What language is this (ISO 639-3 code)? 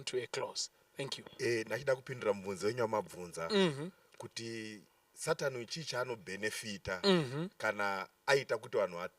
sna